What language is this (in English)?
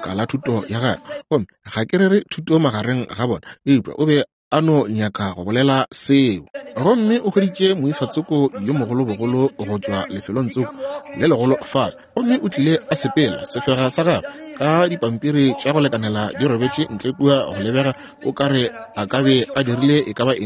Northern Sotho